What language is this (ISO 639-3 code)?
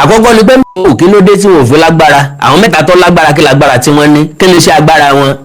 yor